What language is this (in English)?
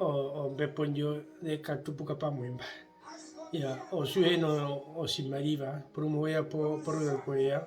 Herero